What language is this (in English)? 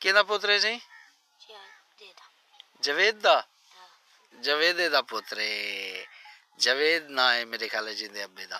Saraiki